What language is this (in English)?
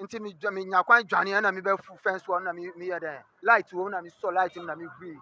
Akan